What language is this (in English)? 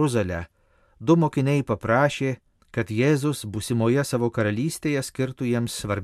Lithuanian